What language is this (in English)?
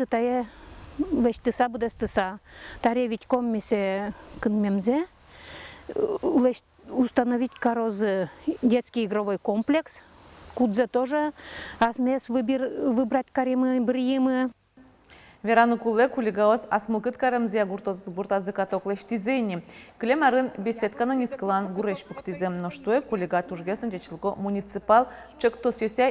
Udmurt